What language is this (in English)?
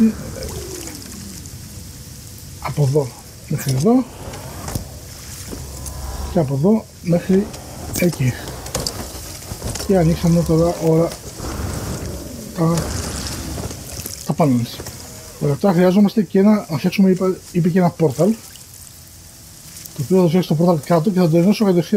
Greek